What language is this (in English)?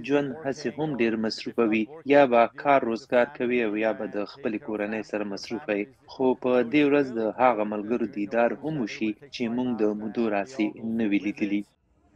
Pashto